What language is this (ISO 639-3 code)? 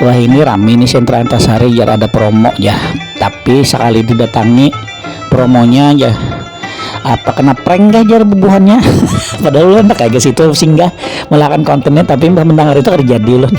bjn